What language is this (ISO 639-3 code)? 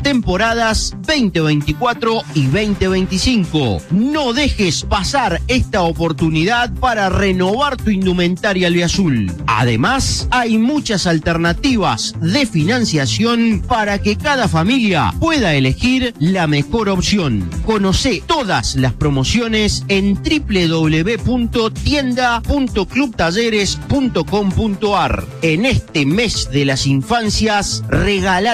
spa